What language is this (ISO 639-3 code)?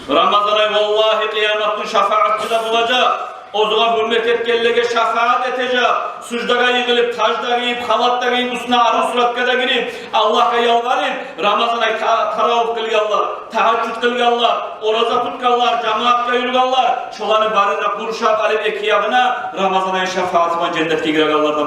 kum